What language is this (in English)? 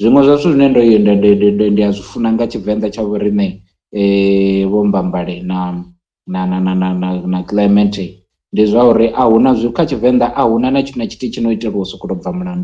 Venda